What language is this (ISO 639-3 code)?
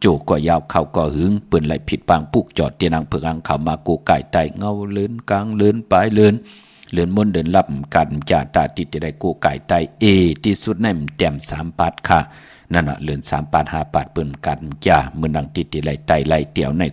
shn